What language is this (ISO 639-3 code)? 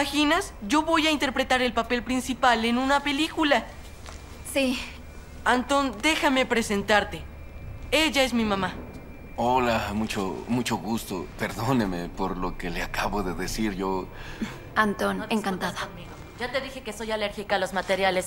spa